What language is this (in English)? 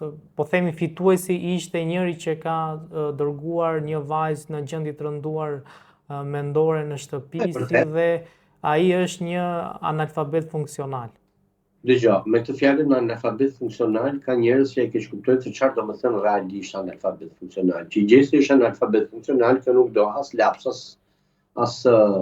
Albanian